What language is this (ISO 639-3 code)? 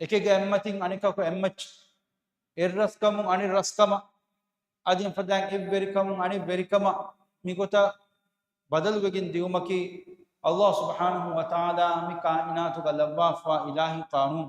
div